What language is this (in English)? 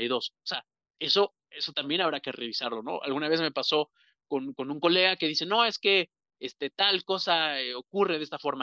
Spanish